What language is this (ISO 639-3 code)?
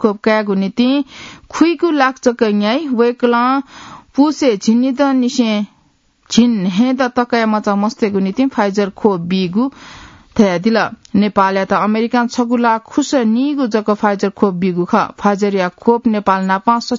new